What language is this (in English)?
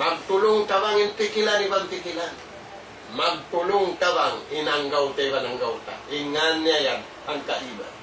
Tausug